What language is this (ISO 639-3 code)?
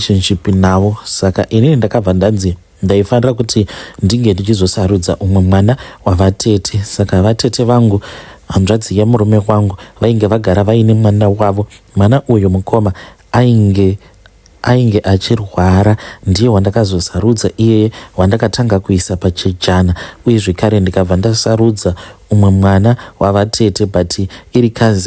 sna